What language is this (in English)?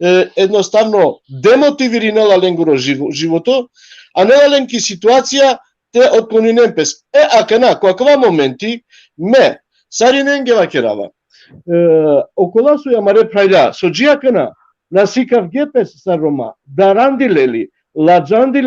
Balkan Romani